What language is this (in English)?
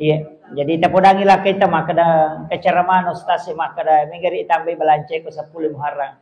Buginese